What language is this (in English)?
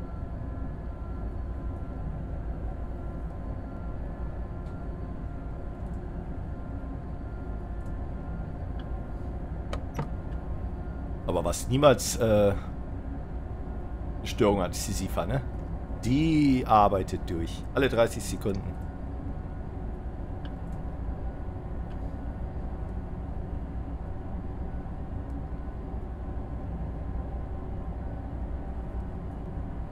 German